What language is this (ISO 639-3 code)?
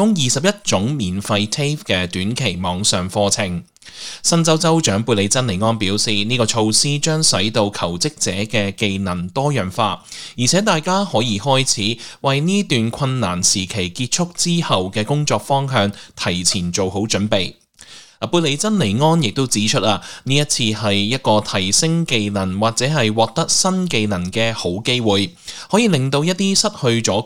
yue